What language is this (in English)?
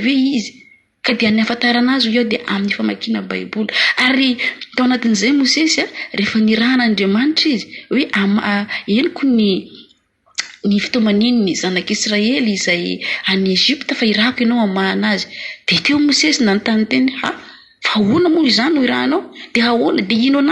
Malagasy